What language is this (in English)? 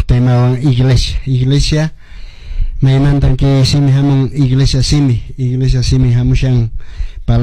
Quechua